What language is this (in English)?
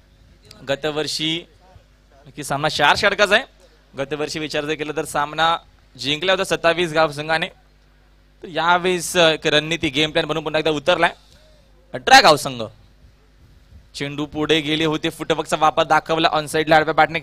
Marathi